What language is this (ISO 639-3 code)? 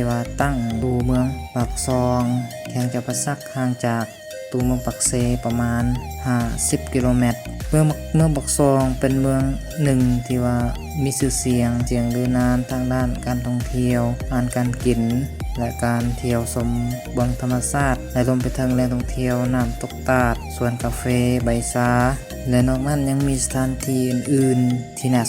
lao